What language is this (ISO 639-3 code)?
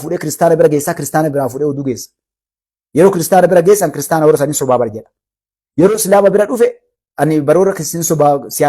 orm